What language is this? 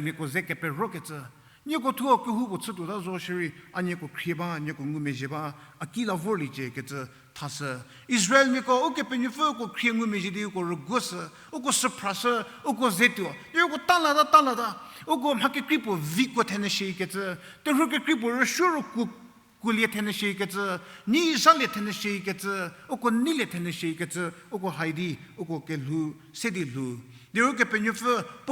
Angami Naga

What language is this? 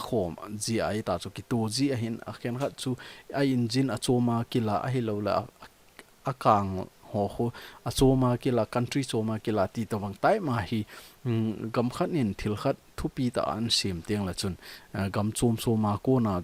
Thado Chin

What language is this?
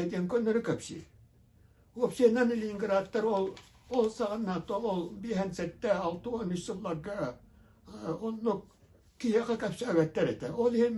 Yakut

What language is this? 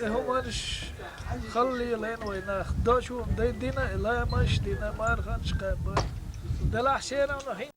Chechen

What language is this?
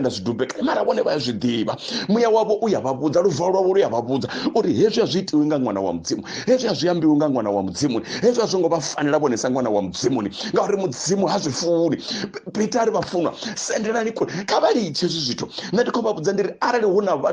Venda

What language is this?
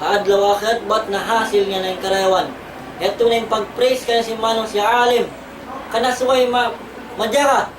Tausug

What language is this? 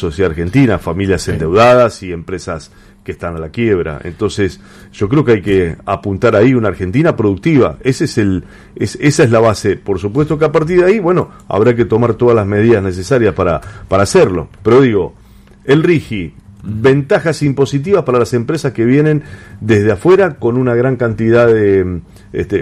Spanish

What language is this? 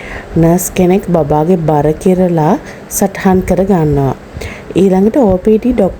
Sinhala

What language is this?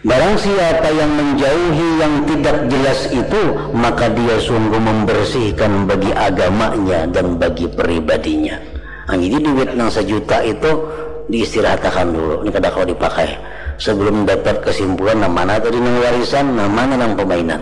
Banjar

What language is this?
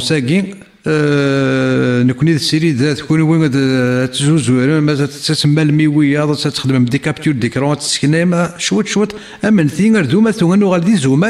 Kabyle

